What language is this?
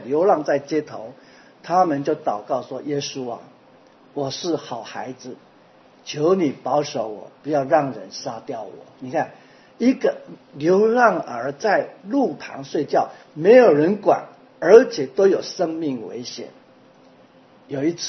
Chinese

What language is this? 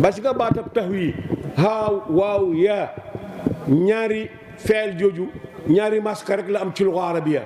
Wolof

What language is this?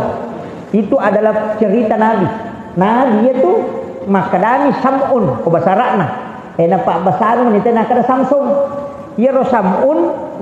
Buginese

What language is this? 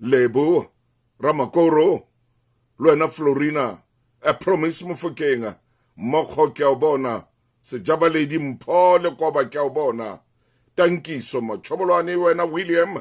Southern Sotho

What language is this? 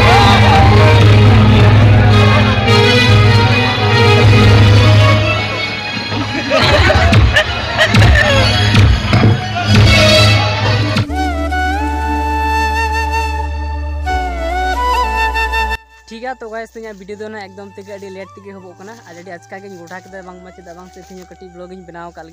Santali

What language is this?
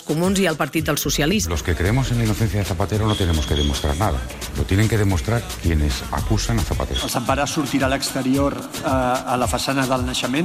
Catalan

